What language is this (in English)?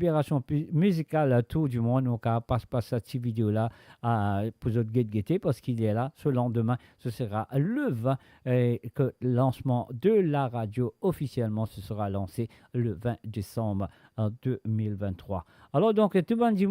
Morisyen